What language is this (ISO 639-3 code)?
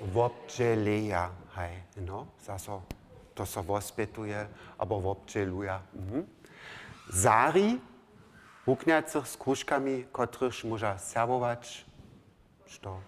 hsb